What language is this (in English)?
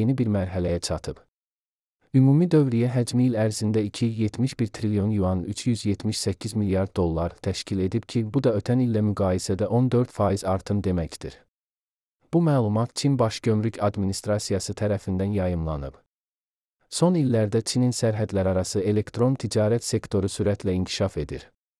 Azerbaijani